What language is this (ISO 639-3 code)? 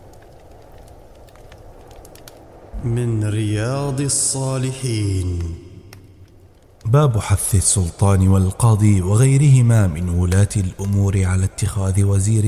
ara